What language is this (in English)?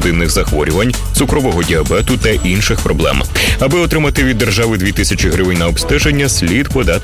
Ukrainian